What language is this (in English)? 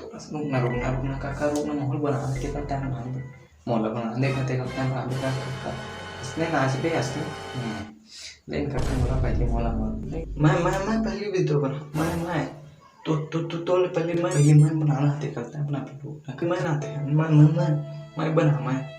Chhattisgarhi